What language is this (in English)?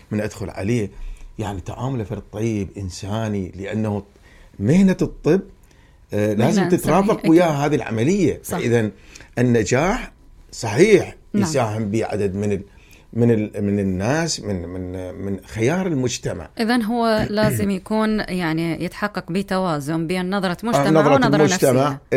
Mesopotamian Arabic